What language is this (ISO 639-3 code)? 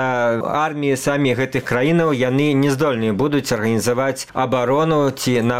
bel